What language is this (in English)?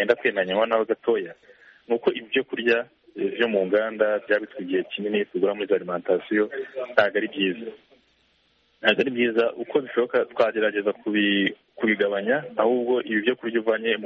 Kinyarwanda